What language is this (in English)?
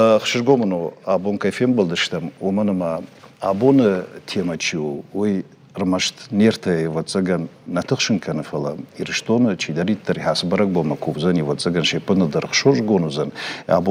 Ossetic